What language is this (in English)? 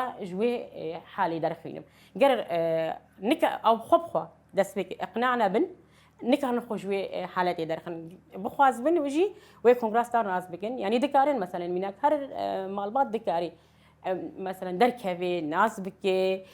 Kurdish